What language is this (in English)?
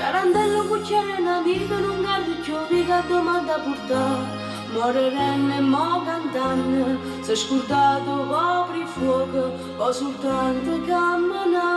Neapolitan